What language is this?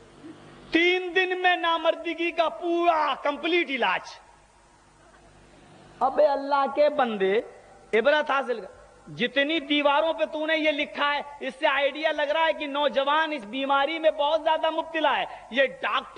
Urdu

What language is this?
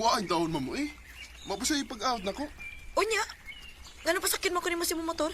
Cebuano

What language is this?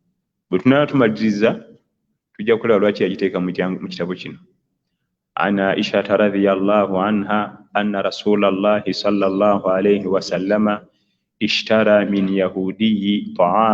Ganda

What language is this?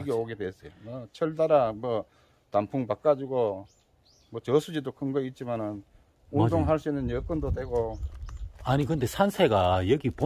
Korean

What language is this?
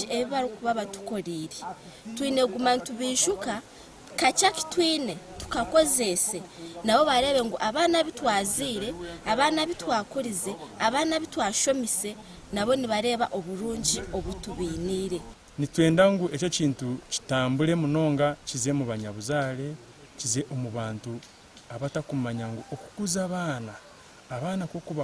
Nyankole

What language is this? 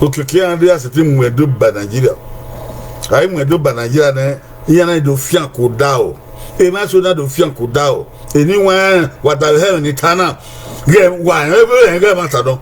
Bini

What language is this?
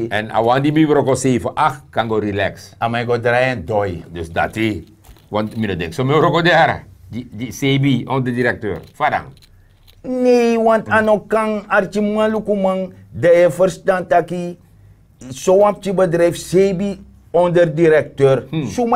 Sranan Tongo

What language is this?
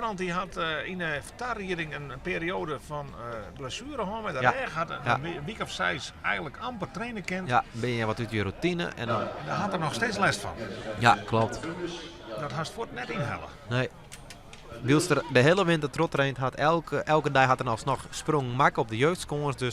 Western Frisian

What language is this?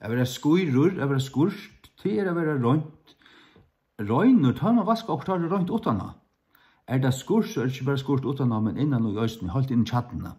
Faroese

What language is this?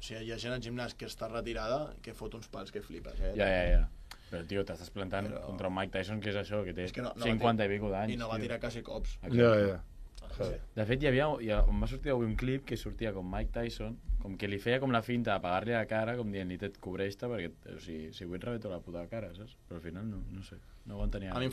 Catalan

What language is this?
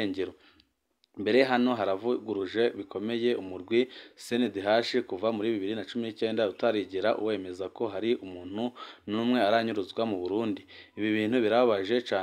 Rundi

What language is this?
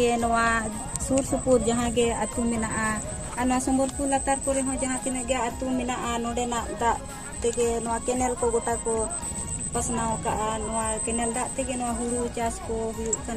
Santali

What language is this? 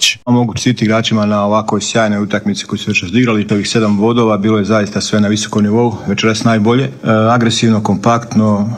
Croatian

